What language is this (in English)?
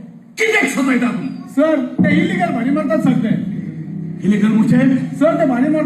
Konkani